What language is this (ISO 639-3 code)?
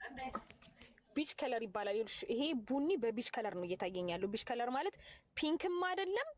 amh